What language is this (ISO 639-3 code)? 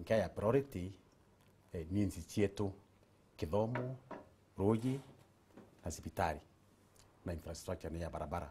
mer